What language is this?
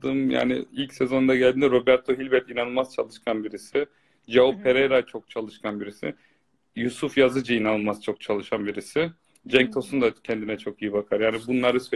Turkish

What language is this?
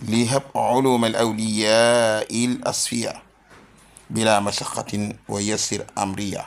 Wolof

